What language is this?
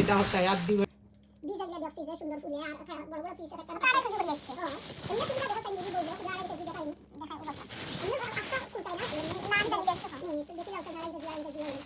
Sylheti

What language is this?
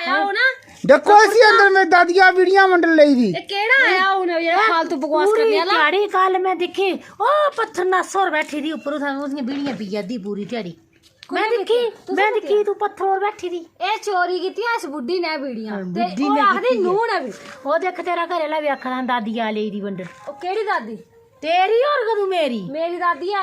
Dogri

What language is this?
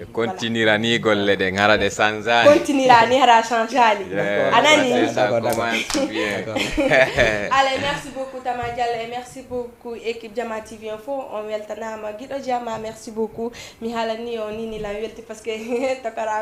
Fula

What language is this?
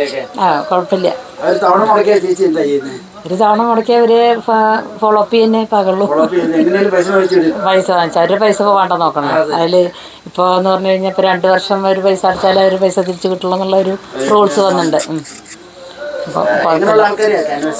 Malayalam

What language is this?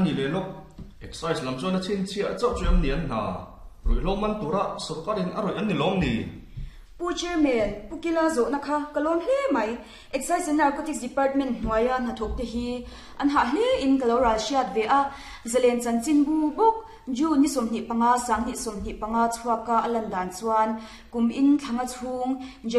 Mizo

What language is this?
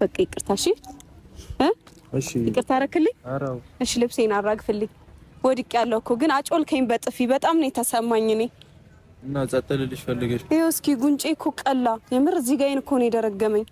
Amharic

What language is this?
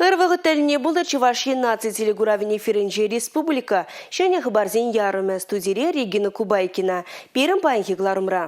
Chuvash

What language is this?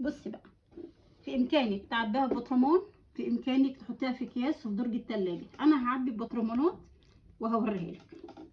Egyptian Arabic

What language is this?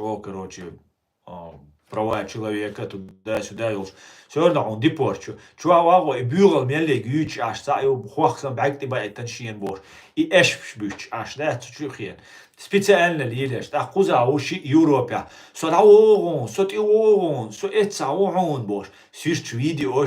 Chechen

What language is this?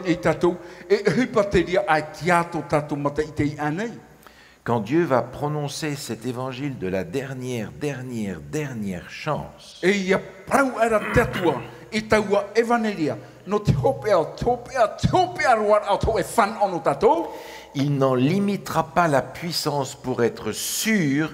Tahitian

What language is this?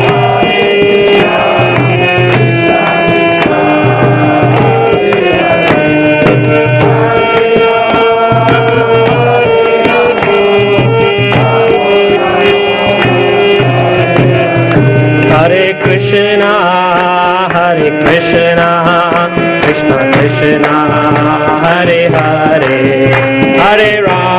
Hindi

